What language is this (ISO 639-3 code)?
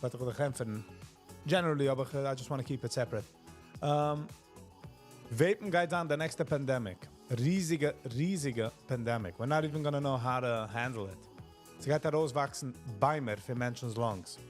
yid